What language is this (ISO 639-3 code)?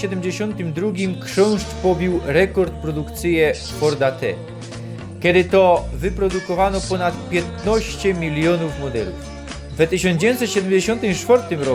szl